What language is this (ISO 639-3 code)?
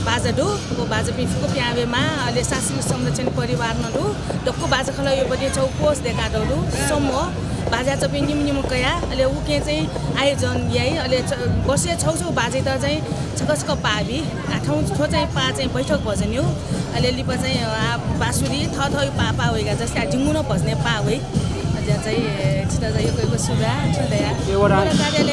new